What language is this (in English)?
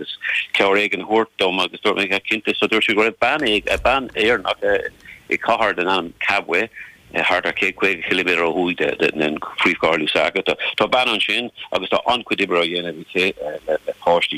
Irish